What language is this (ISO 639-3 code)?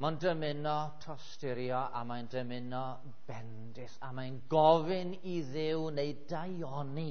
cym